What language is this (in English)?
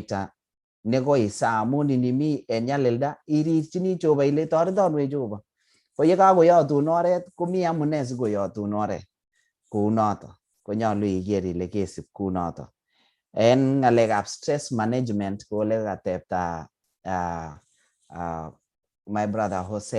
Kalenjin